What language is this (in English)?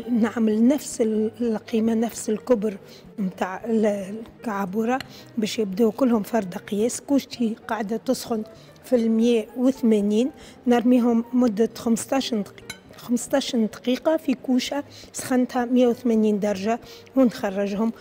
Tunisian Arabic